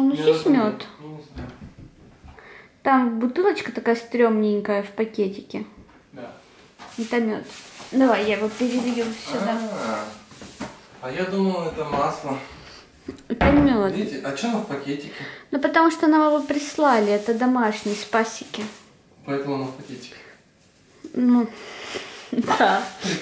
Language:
Russian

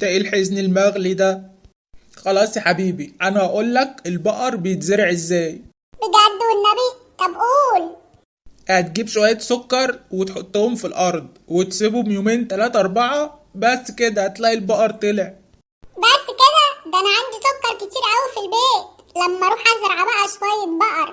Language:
Egyptian Arabic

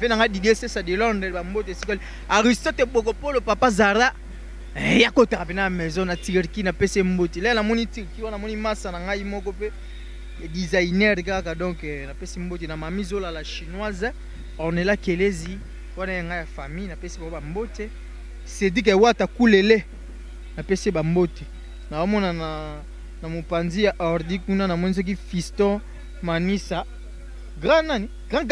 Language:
Lingala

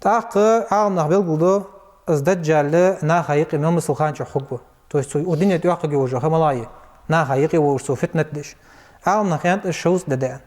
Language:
Ingush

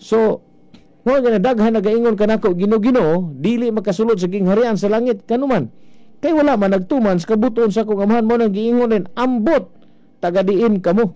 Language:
Cebuano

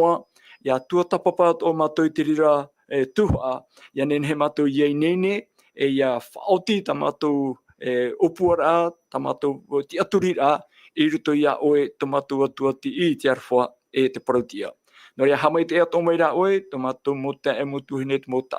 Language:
Tahitian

